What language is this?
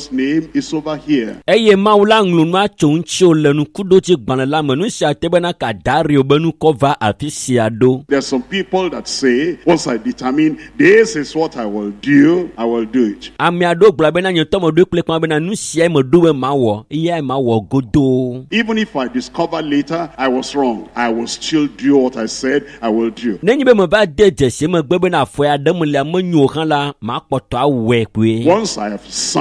Ewe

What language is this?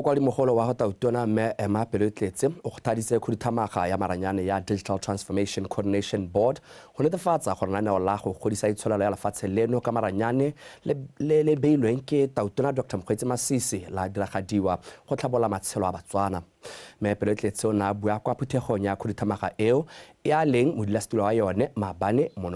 Tswana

